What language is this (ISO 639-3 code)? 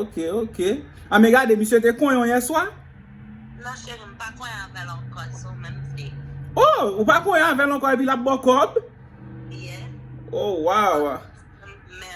hat